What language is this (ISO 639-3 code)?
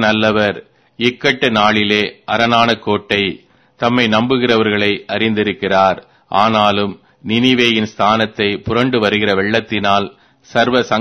tam